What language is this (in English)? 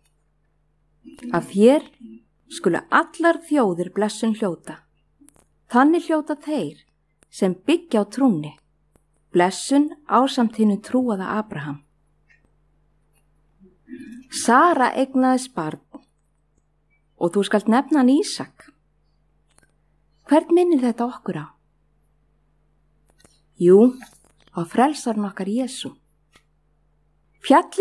Icelandic